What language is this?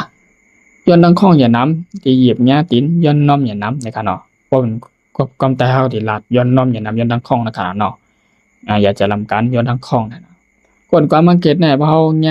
Shan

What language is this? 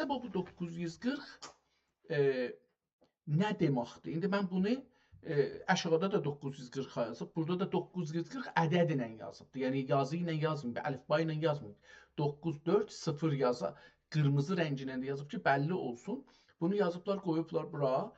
South Azerbaijani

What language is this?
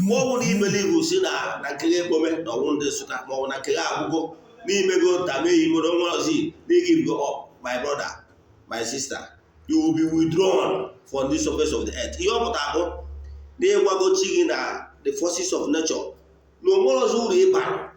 Igbo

